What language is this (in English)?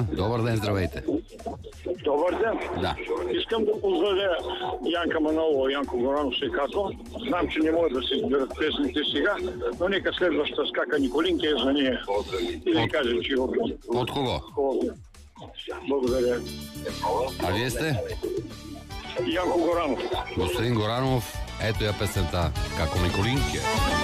Bulgarian